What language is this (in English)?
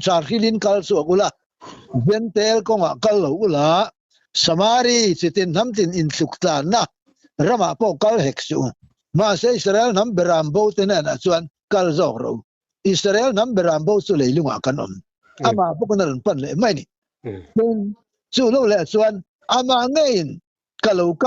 Mizo